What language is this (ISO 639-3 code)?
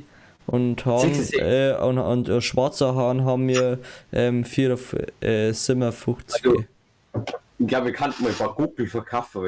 bar